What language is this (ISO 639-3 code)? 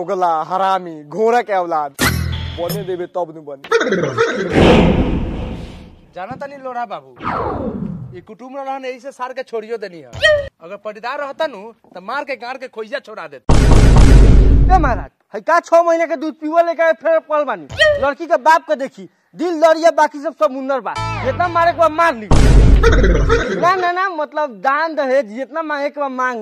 bho